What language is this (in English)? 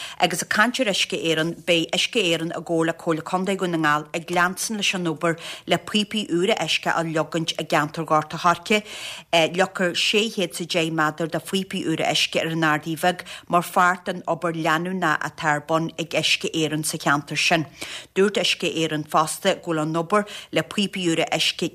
Irish